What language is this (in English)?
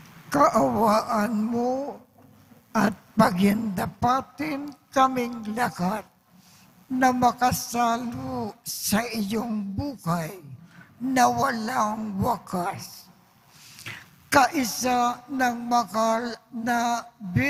Filipino